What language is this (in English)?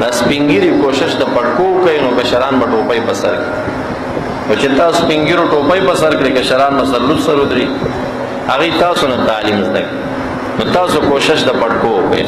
Pashto